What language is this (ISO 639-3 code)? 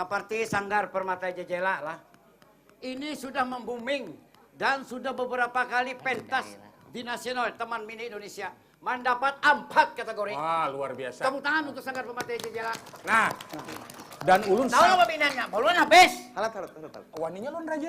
bjn